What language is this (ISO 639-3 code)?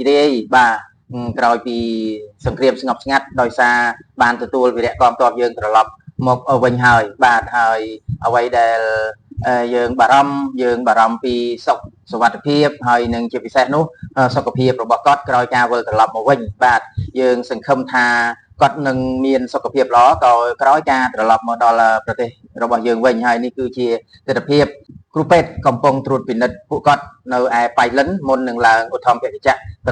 khm